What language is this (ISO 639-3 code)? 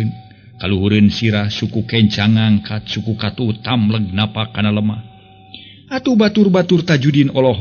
sun